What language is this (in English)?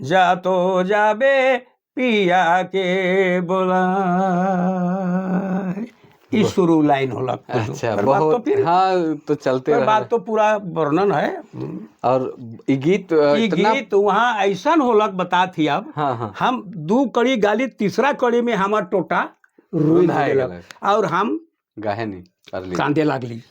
Sadri